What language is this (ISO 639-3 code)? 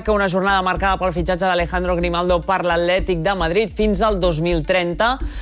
cat